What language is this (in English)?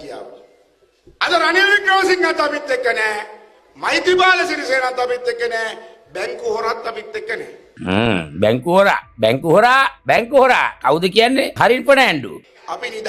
Sinhala